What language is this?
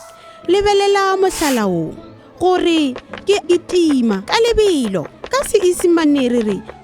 Northern Sotho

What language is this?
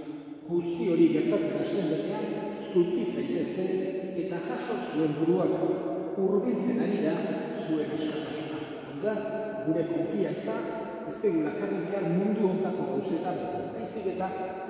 Basque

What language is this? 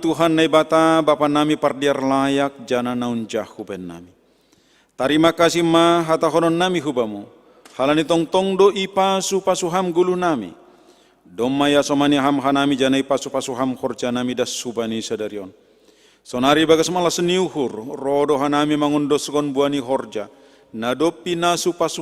Batak Simalungun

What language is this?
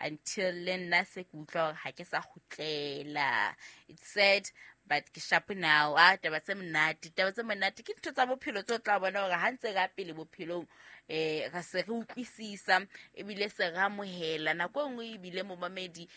Southern Sotho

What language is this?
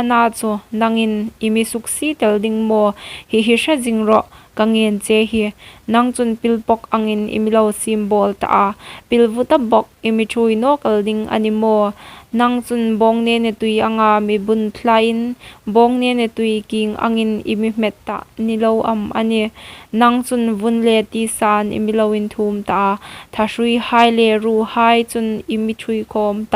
Hmar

